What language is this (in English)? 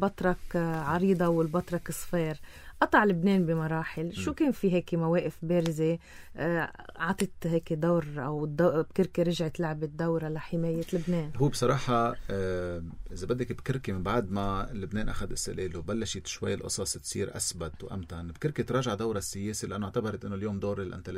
North Levantine Arabic